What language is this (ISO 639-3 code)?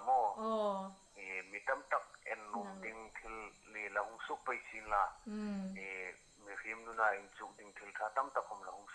hmr